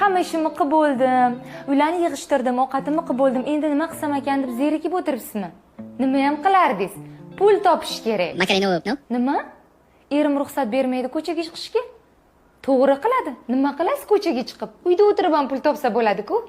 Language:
Uzbek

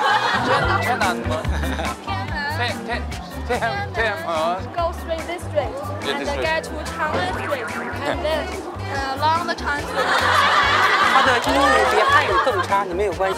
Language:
Korean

